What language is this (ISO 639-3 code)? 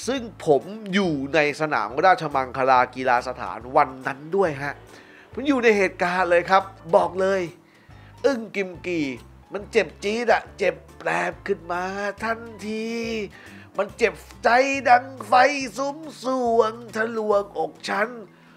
tha